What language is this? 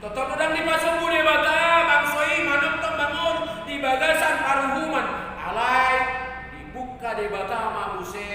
Batak Toba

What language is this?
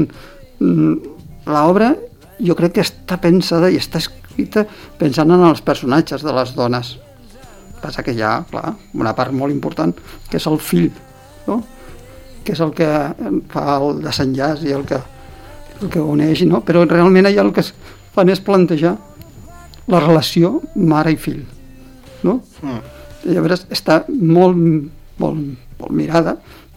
Catalan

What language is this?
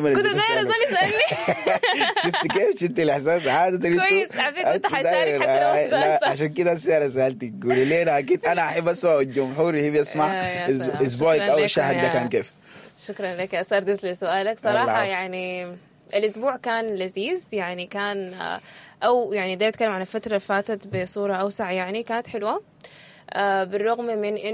Sudanese Arabic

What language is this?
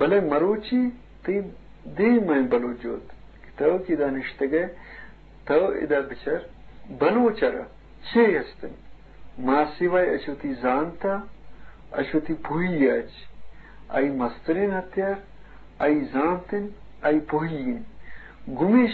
Eastern Balochi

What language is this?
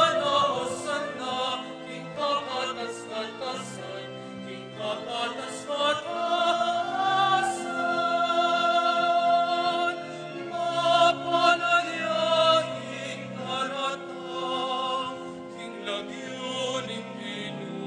Pampanga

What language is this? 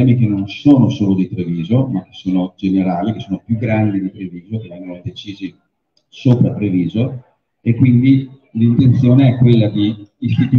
Italian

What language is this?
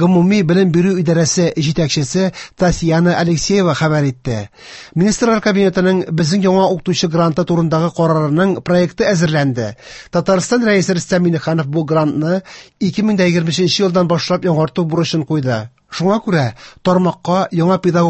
Tatar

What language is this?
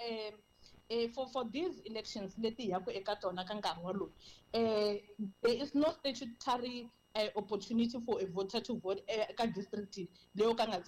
Tsonga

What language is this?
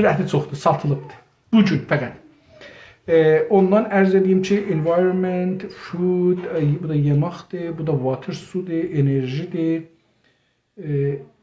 South Azerbaijani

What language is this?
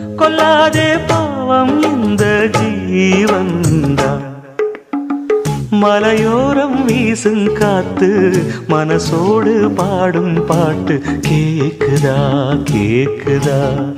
Tamil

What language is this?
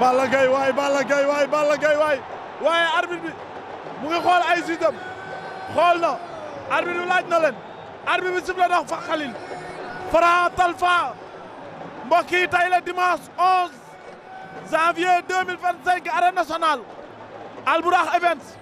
Wolof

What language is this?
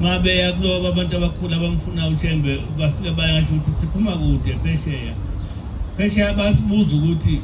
Zulu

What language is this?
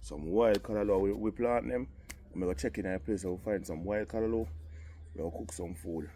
Jamaican Creole English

